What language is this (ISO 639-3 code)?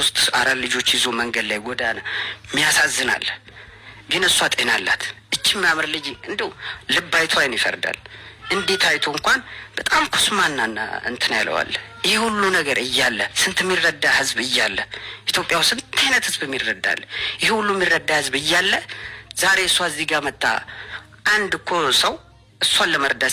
amh